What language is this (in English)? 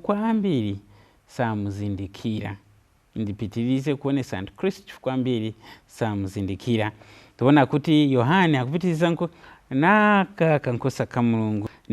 Nyanja